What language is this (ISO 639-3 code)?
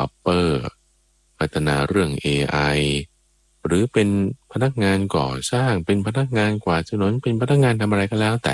tha